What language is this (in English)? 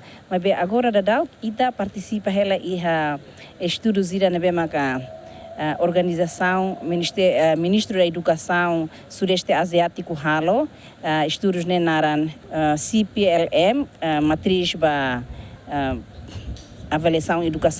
Tetum